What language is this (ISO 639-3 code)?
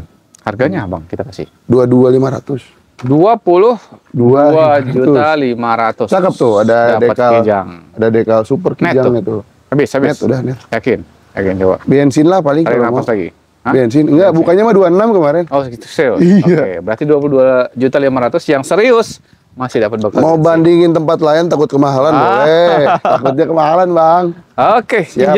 ind